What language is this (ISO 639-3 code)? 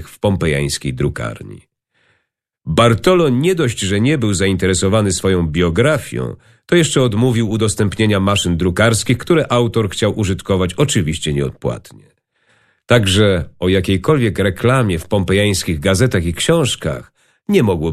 pol